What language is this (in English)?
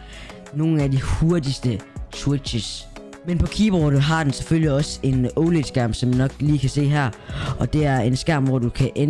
Danish